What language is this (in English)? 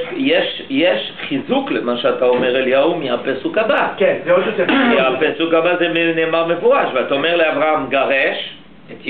Hebrew